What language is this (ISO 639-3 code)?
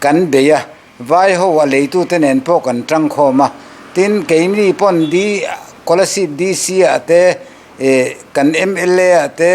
lus